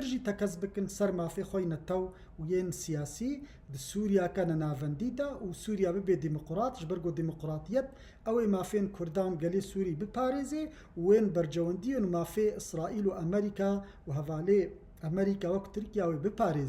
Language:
Kurdish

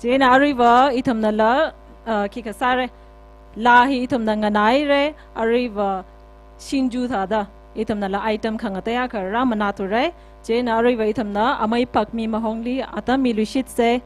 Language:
Tangkhul Naga (India)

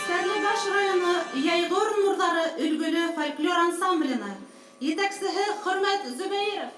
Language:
Bashkir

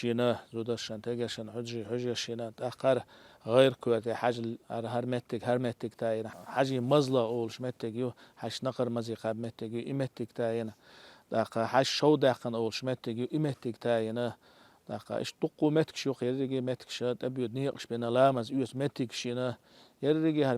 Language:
Chechen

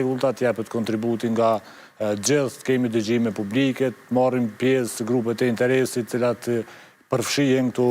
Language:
Albanian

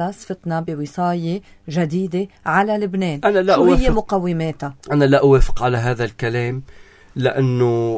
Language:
North Levantine Arabic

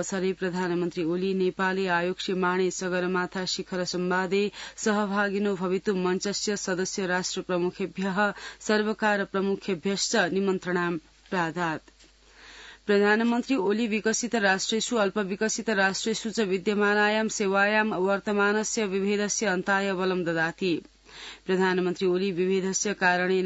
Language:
Sanskrit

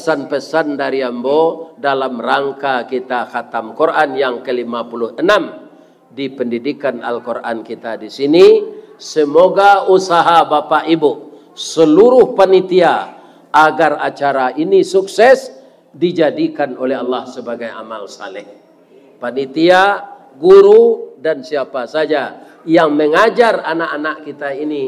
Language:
Minangkabau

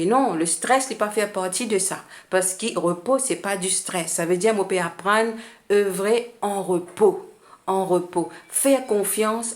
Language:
Morisyen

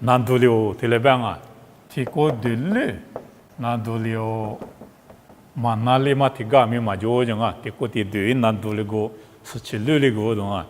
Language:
Lisu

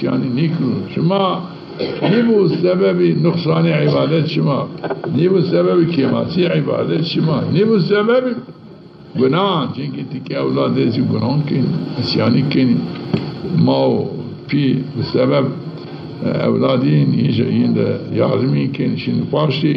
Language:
Zaza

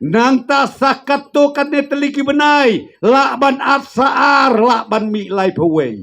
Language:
Khasi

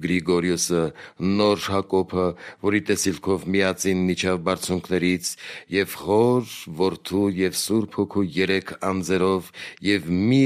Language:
Armenian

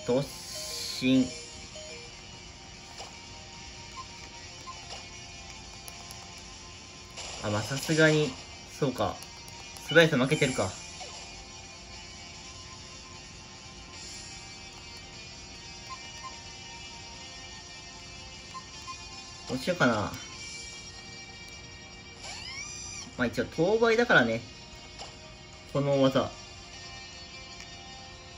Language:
Japanese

